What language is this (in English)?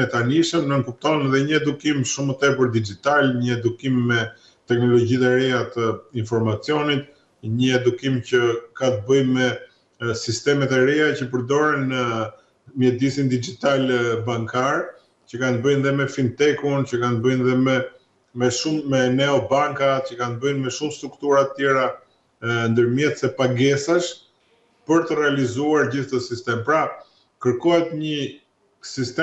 Albanian